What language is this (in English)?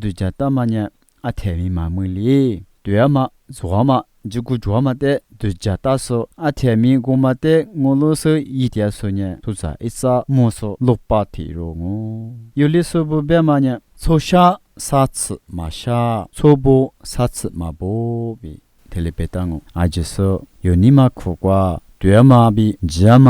Lisu